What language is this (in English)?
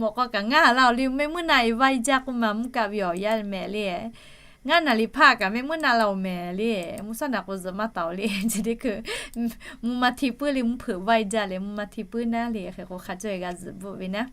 Lahu